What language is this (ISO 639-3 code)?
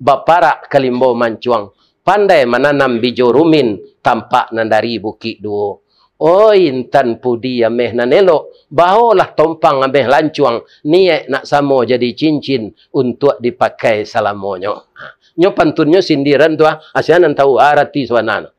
min